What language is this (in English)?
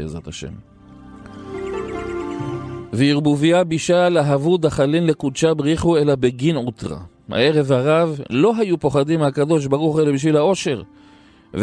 Hebrew